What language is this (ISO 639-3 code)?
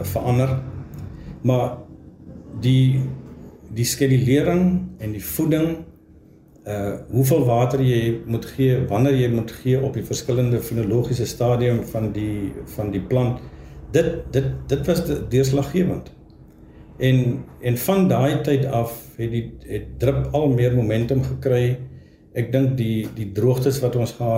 afr